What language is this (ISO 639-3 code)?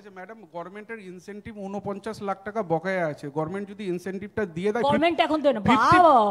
ben